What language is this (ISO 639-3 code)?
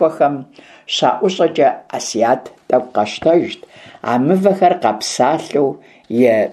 kbd